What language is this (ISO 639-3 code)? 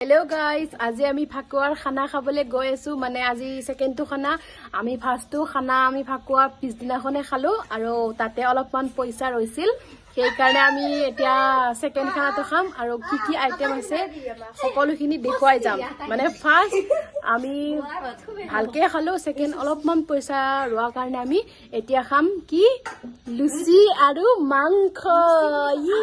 asm